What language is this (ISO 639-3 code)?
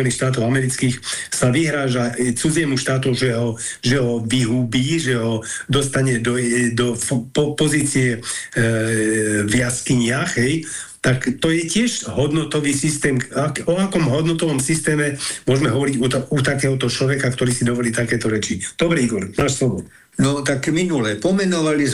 slk